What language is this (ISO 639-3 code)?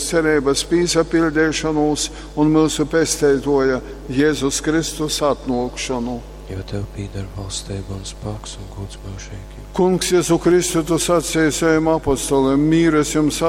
ltg